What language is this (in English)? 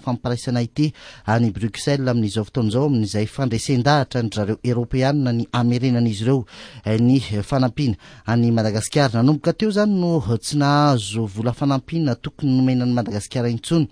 Malagasy